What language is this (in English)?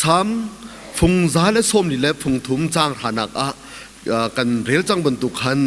Hakha Chin